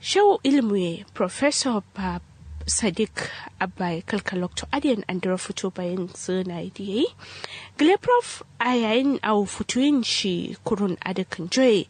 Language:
Kanuri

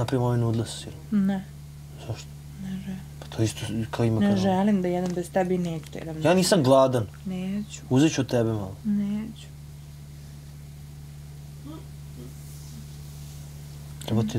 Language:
Bosnian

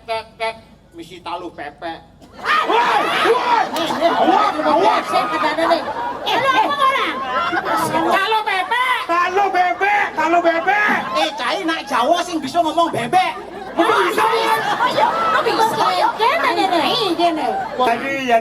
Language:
Balinese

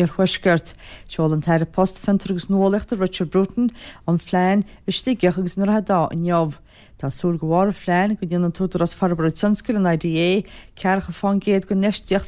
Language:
Irish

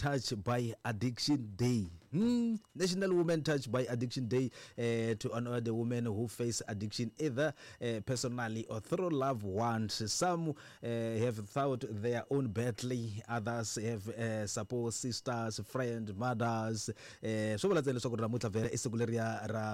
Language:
Tsonga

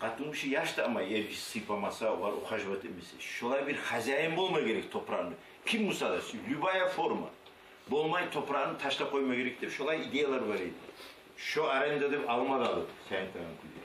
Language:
Kumyk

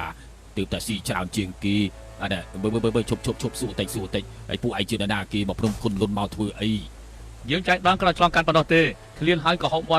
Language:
Khmer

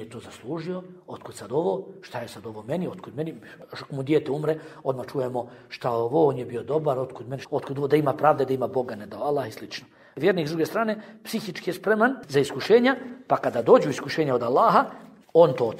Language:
Bosnian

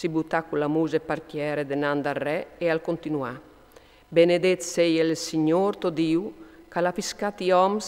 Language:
Friulian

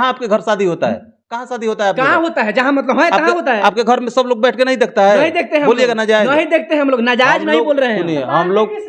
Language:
Bhojpuri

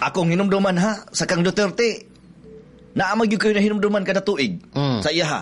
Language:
Cebuano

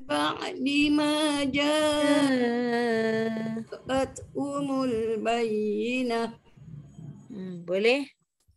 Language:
Malay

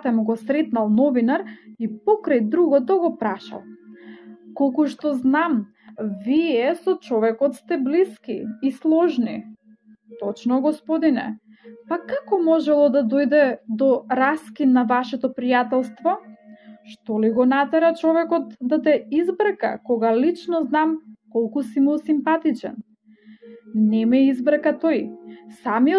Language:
Macedonian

